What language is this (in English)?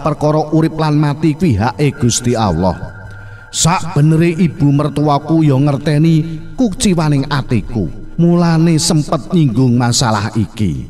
Javanese